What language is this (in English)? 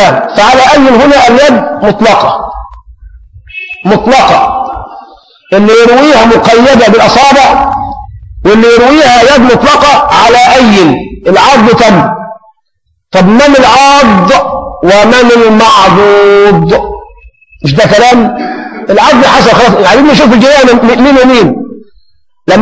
Egyptian Arabic